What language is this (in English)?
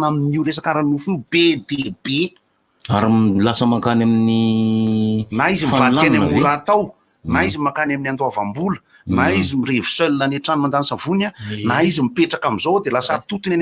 Malagasy